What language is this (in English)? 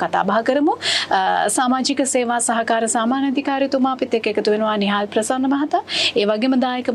Sinhala